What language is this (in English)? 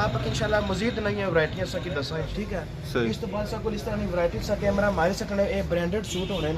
Pahari-Potwari